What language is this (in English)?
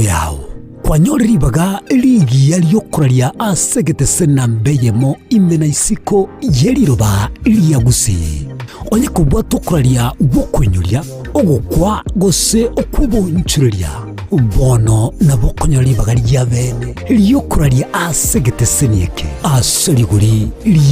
Gusii